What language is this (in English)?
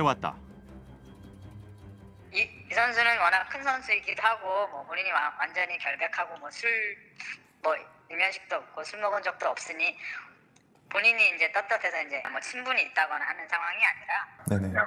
Korean